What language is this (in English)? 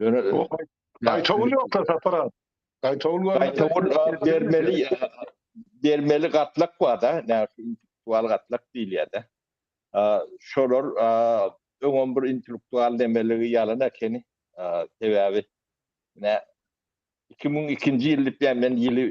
Turkmen